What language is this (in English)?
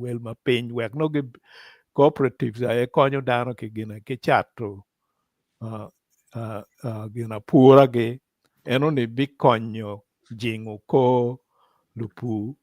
Acoli